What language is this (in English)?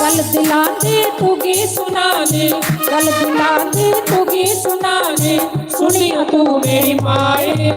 Dogri